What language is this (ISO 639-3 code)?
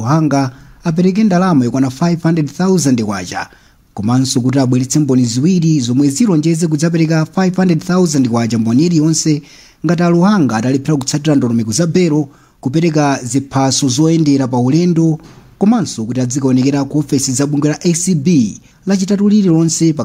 nya